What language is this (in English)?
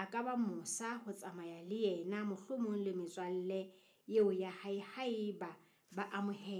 Southern Sotho